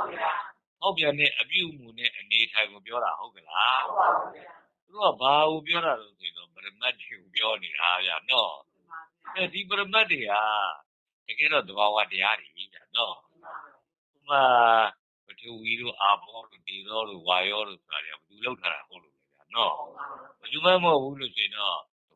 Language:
Burmese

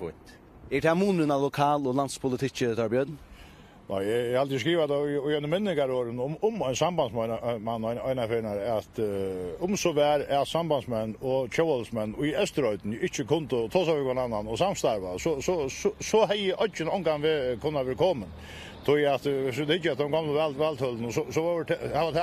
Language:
Faroese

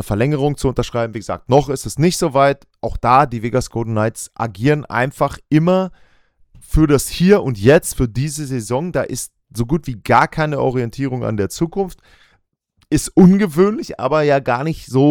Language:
German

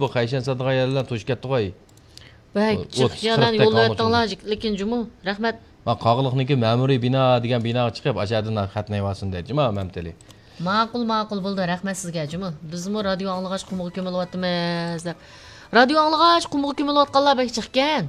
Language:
Uyghur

